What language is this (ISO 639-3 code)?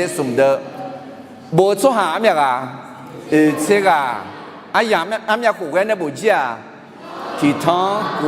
ahk